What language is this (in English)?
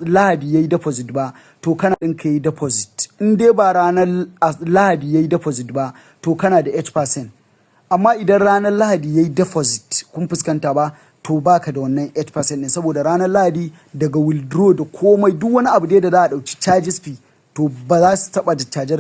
Hausa